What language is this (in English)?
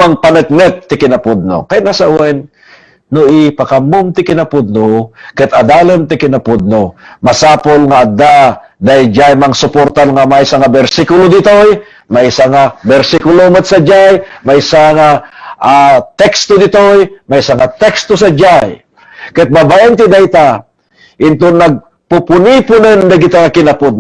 Iloko